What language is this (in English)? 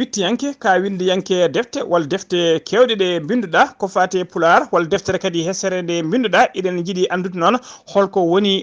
Fula